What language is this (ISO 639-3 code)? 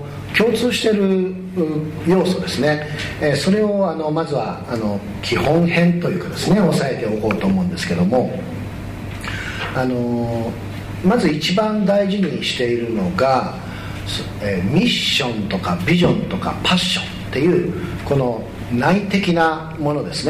jpn